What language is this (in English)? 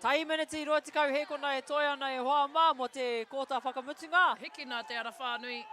Māori